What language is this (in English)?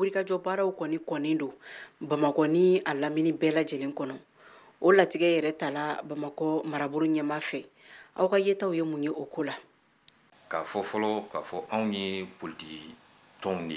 Bambara